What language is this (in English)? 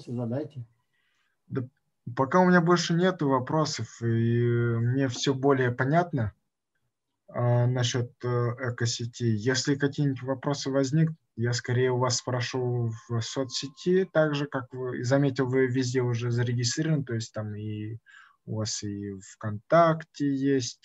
Russian